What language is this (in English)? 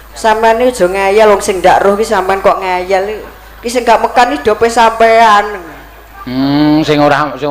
Javanese